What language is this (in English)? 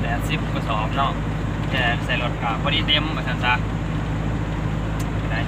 Lao